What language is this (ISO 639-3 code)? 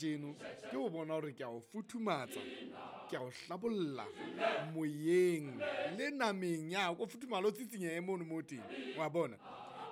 sot